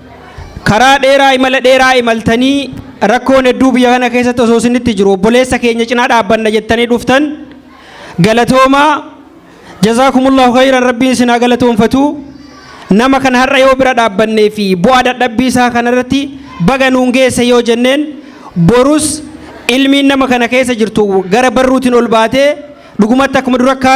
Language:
Oromo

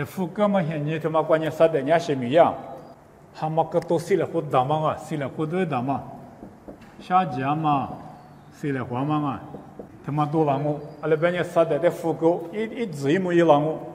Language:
Lisu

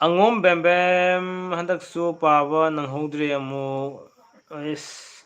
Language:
Manipuri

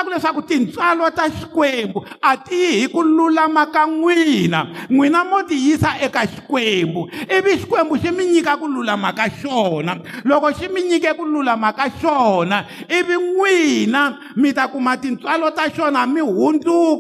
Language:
Tsonga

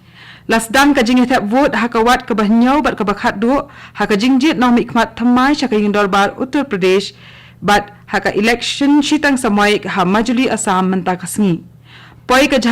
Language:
Khasi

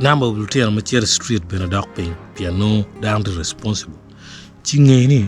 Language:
Acoli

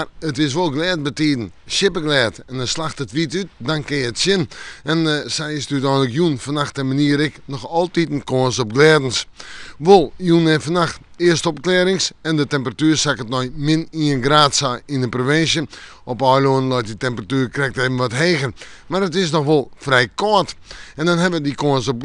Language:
Western Frisian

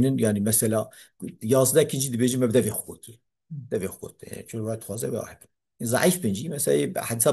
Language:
Kurdish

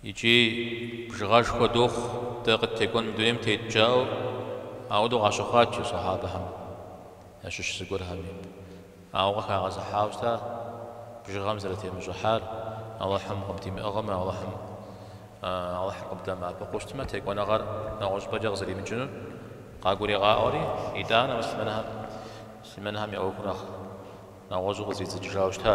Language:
Kabardian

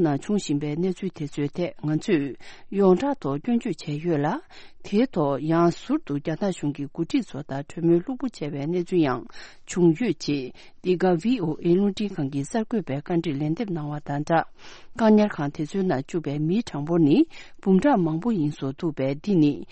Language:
Tibetan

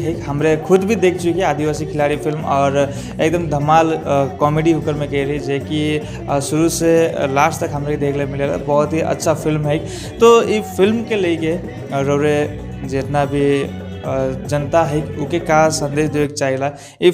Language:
Sadri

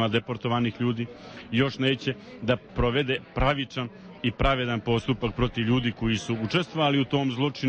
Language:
Bosnian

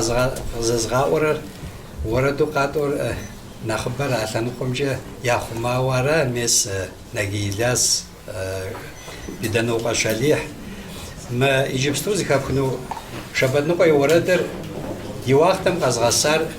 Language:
Kabardian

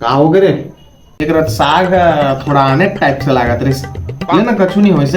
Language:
Chhattisgarhi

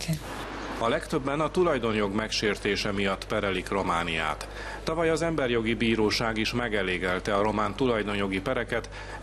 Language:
Hungarian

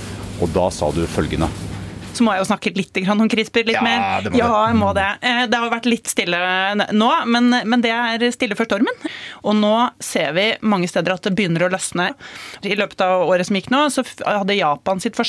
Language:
Norwegian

